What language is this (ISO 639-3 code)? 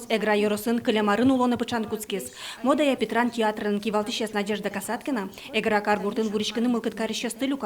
udm